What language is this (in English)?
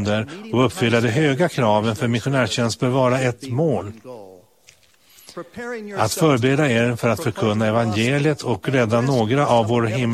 Swedish